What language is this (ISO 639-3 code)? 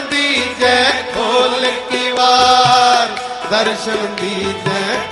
pan